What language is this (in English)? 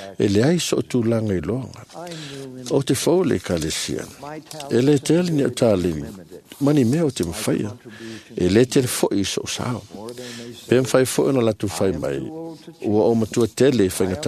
Samoan